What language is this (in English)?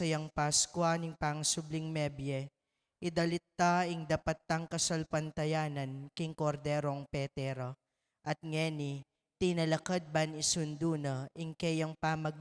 Pampanga